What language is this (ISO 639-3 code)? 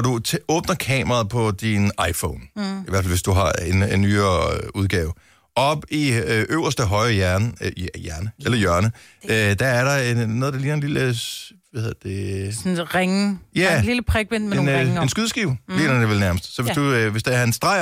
dan